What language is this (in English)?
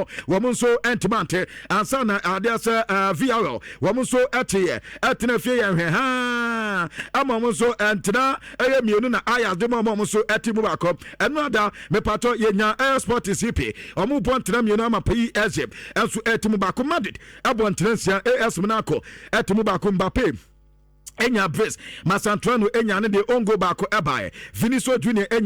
Akan